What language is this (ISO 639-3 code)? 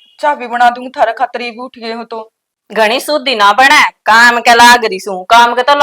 bgc